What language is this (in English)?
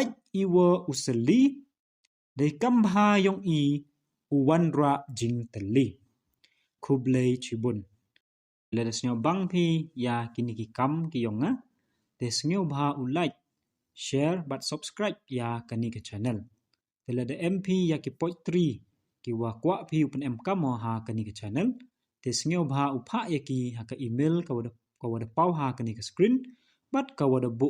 Pnar